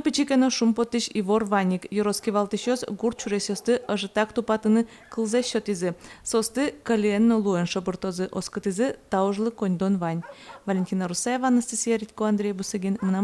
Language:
Udmurt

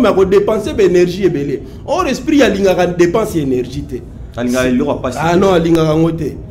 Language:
Lingala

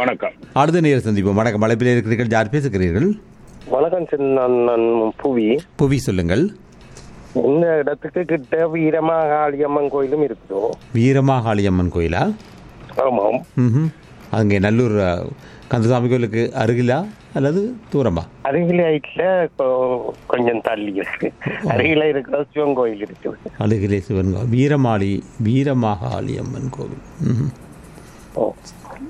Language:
Tamil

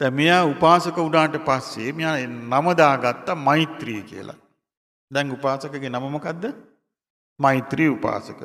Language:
Sinhala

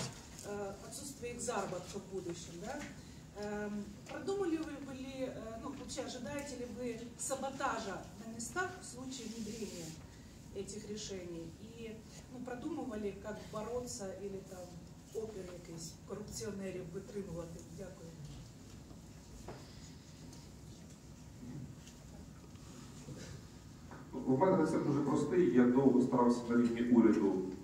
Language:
Ukrainian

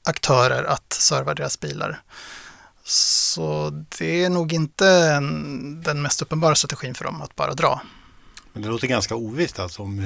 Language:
Swedish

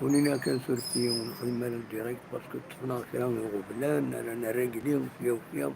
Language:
Kabyle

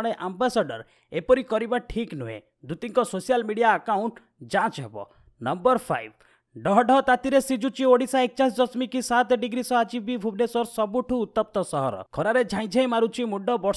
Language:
Odia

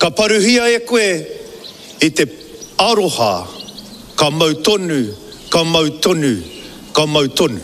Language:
Māori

